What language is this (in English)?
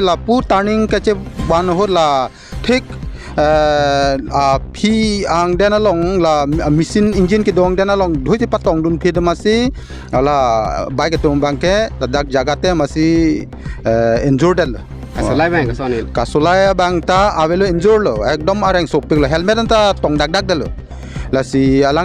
Karbi